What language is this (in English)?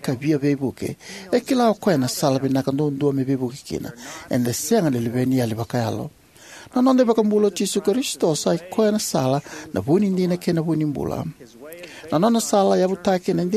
Fijian